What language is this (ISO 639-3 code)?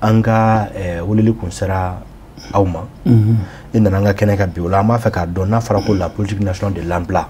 bam